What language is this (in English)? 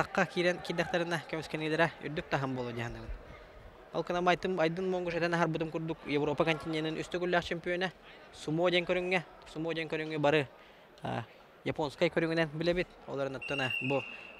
Yakut